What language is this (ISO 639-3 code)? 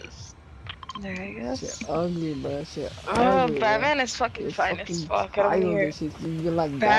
eng